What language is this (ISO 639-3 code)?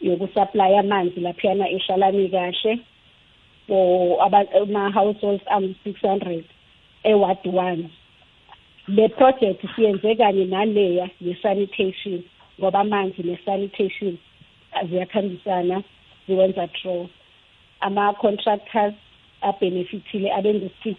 nbl